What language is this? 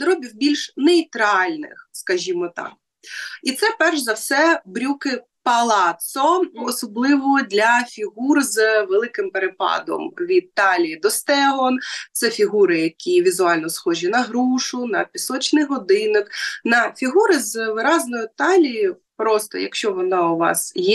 Ukrainian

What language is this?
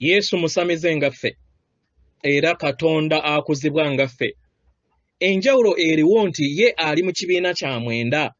Ganda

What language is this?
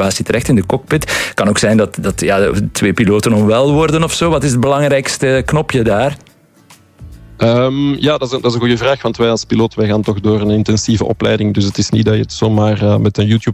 Dutch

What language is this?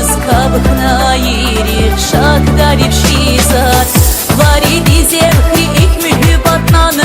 Tabassaran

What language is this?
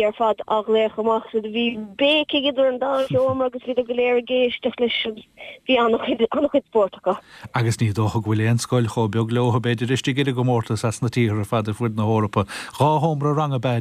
Irish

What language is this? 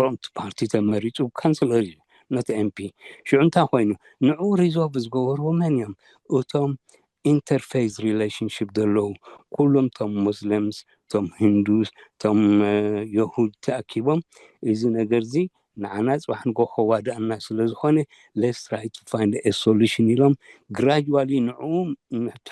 Tigrinya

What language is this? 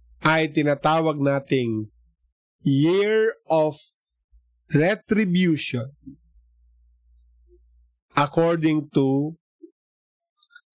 Filipino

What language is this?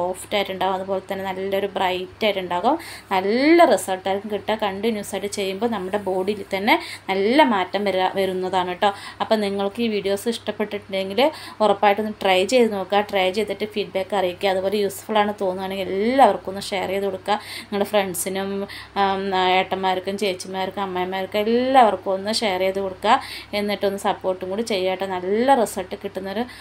Malayalam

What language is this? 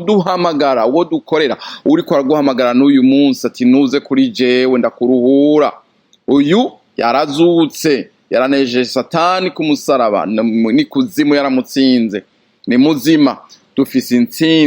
Rundi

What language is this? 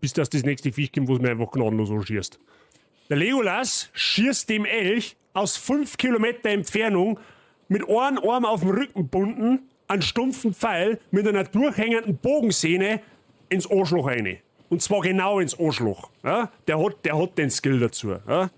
Bavarian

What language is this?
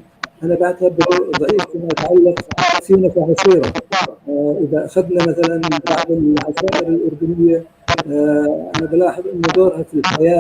North Levantine Arabic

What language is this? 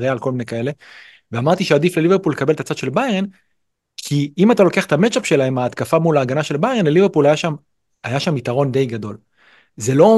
Hebrew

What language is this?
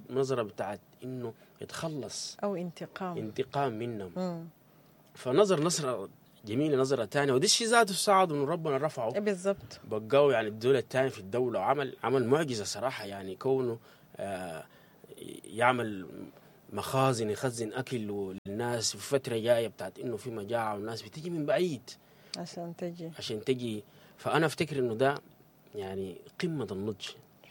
Sudanese Arabic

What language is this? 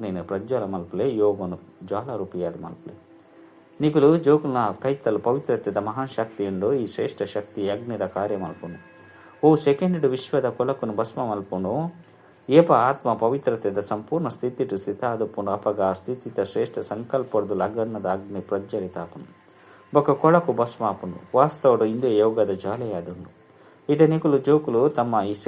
Tulu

